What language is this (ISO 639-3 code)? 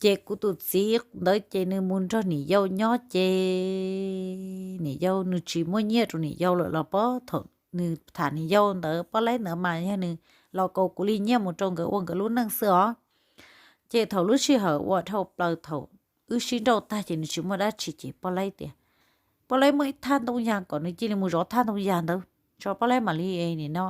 hmn